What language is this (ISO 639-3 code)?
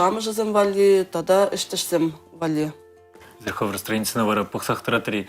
chv